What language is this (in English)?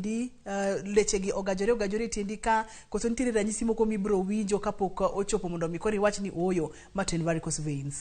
Luo (Kenya and Tanzania)